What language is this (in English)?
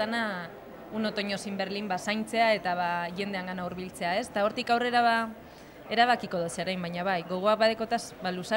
Basque